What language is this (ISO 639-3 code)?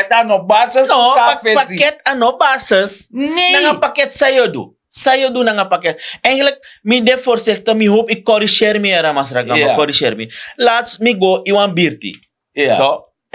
srn